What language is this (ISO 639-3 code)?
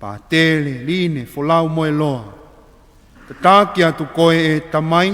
ton